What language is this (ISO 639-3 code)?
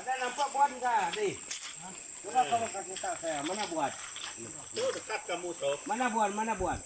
iba